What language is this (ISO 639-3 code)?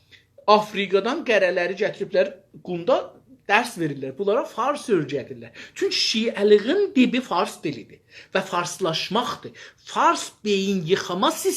azb